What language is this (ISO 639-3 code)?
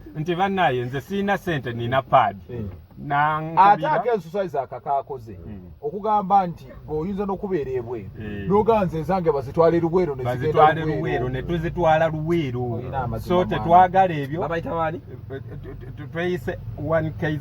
lug